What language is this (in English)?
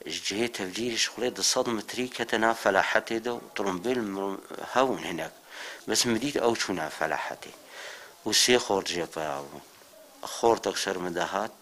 Kurdish